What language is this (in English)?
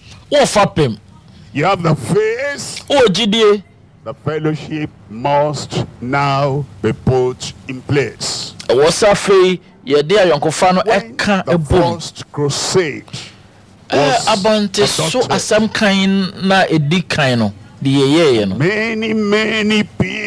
Akan